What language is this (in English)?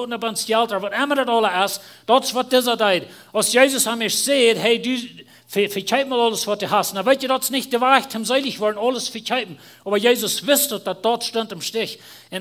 Plautdietsch